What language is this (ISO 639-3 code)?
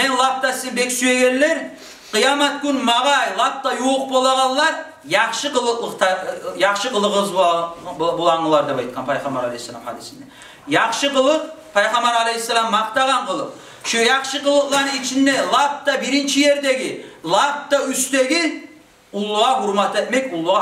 kum